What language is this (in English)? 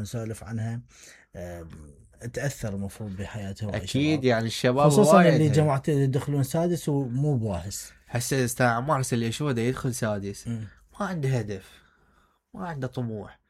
Mesopotamian Arabic